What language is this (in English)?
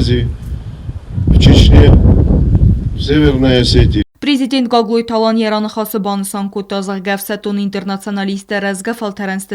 Ossetic